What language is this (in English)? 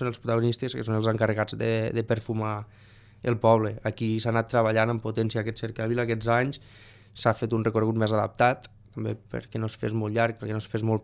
Catalan